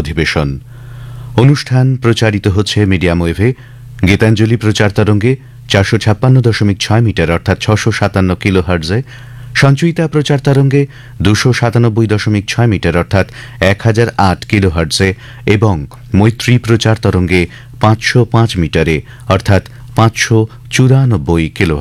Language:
Bangla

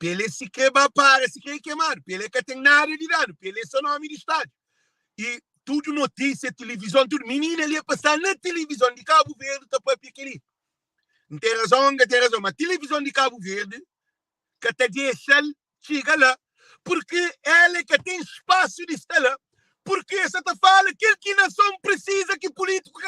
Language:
Kabuverdianu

